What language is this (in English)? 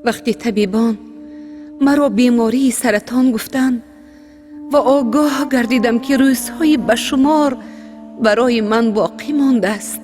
Tajik